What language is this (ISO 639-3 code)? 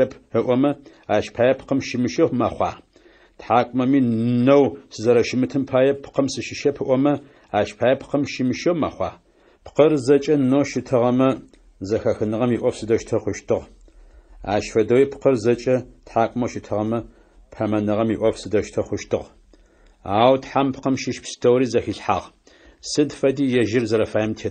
ady